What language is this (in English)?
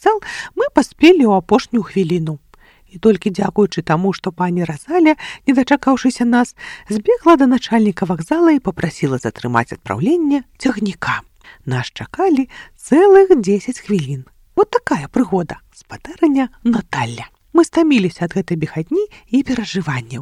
Belarusian